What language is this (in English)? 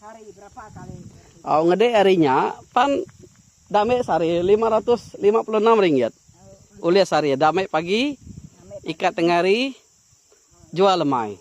Iban